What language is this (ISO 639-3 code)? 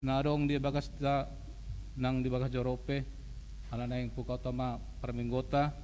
bbc